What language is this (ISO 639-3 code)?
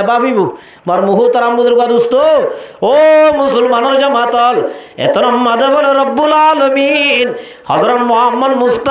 rhg